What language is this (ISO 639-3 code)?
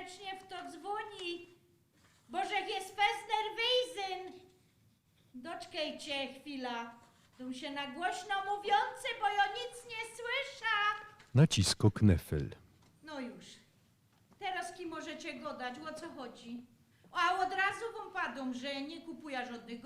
szl